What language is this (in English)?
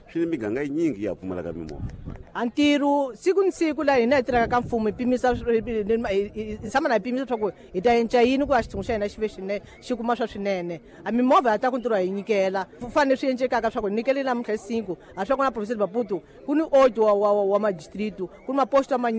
Tsonga